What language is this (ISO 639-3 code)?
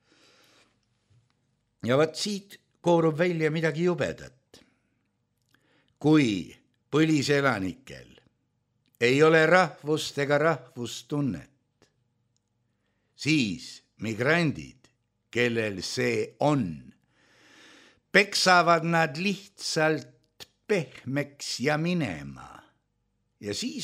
est